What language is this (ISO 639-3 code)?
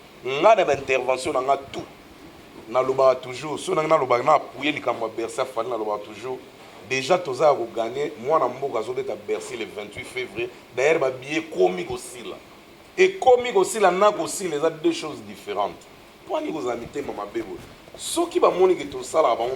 lin